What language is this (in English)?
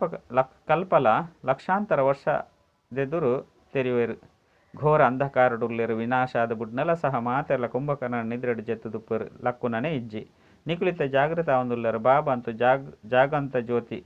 Tulu